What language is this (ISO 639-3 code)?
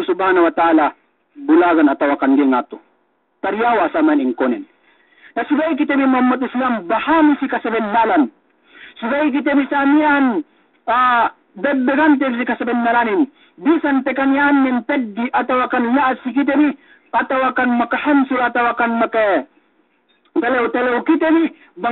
yka